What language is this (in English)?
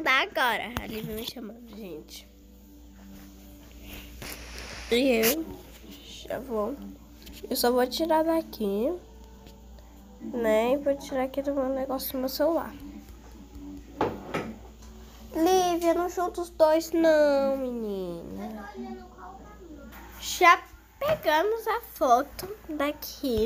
Portuguese